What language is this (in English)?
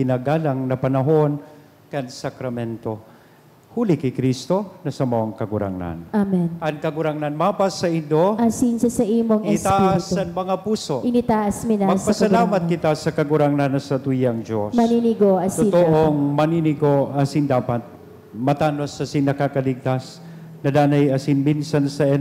Bikol